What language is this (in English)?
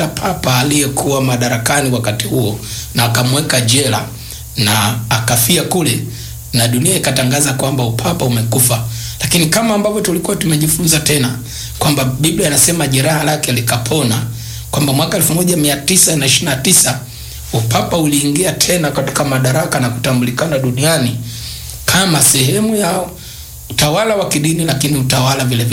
Swahili